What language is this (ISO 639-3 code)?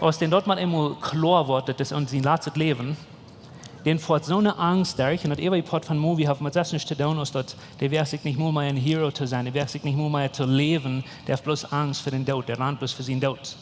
pdt